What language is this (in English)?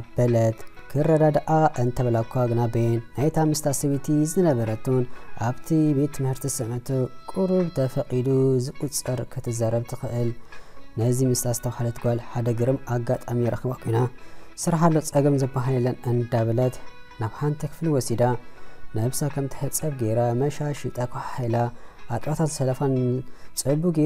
Tigrinya